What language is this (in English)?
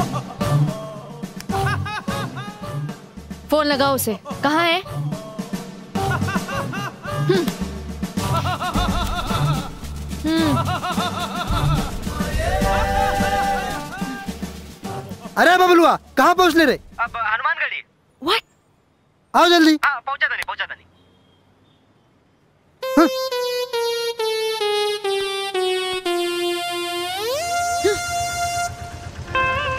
Bhojpuri